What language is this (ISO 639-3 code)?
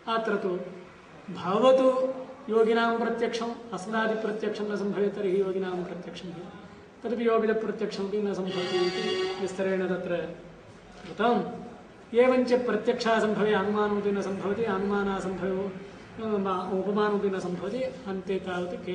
san